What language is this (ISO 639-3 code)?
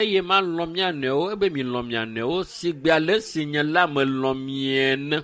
ewe